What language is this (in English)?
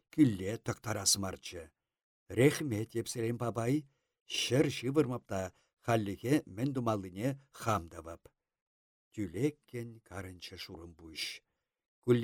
Chuvash